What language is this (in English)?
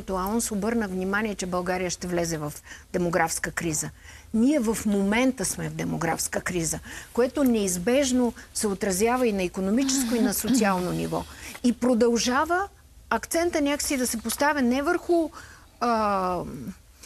Bulgarian